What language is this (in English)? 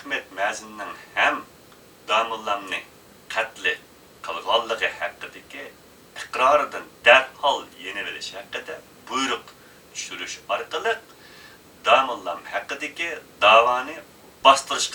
Uyghur